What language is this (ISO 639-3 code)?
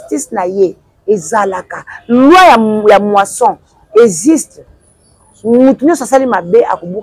lin